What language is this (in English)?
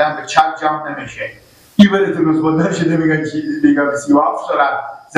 Persian